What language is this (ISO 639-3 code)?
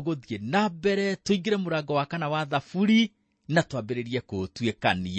kik